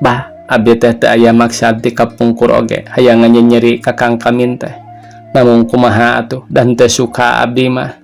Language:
Sundanese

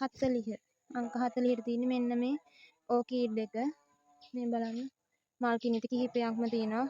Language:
Sinhala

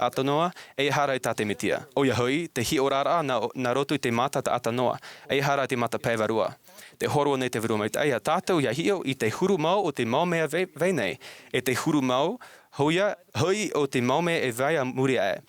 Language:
Tahitian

